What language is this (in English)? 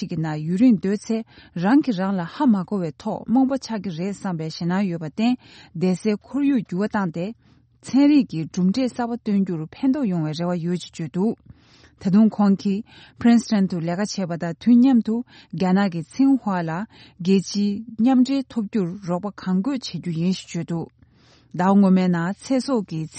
Tibetan